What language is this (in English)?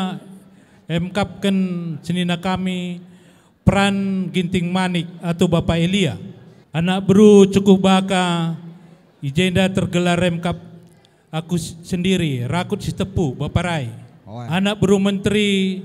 Batak Karo